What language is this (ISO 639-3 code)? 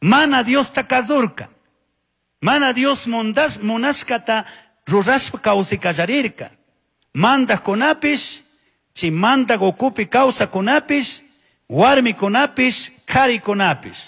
qug